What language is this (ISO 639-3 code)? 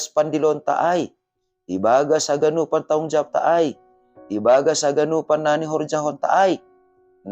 bts